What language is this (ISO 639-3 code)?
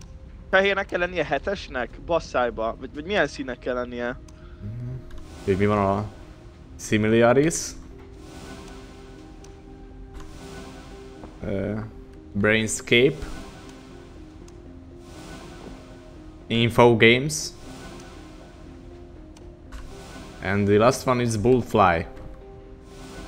hun